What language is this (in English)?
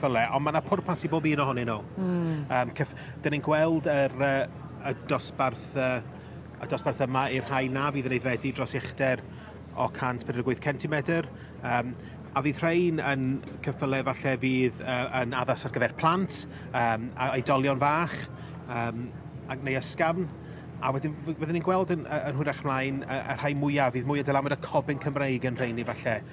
Welsh